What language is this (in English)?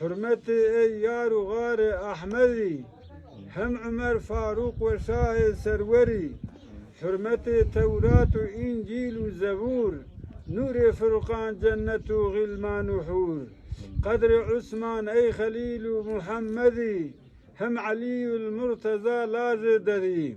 Zaza